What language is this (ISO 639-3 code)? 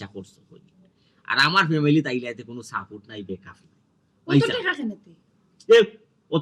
syl